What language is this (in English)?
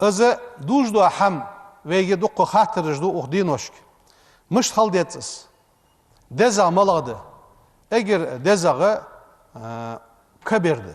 Ingush